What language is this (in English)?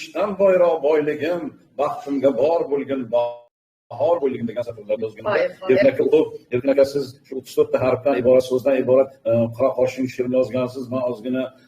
Uzbek